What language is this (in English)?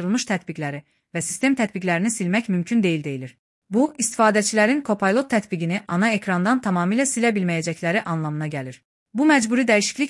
Azerbaijani